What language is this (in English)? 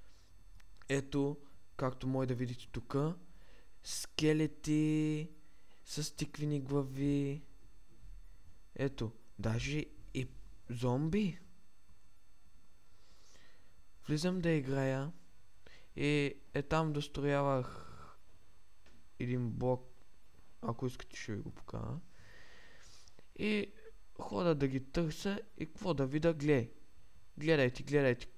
Bulgarian